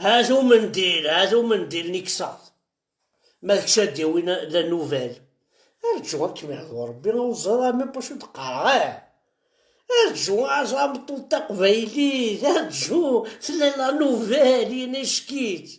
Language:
Kabyle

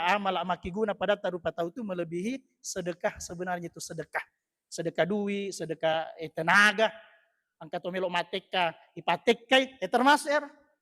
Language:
Buginese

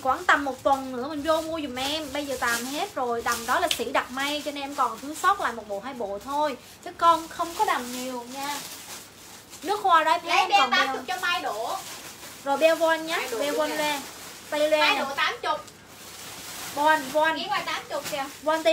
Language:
Vietnamese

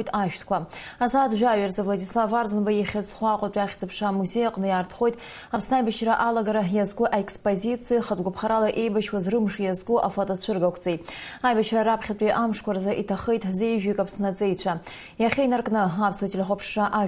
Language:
Abkhazian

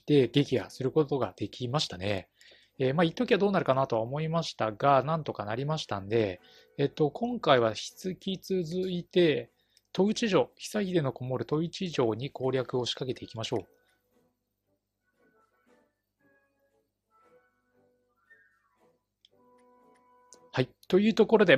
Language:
Japanese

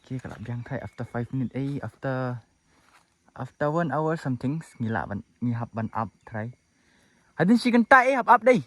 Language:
Khasi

